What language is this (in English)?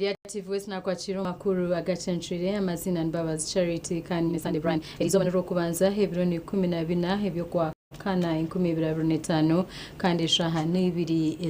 Nyankole